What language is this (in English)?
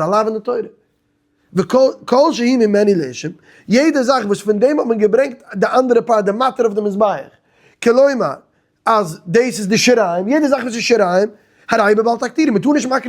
Yiddish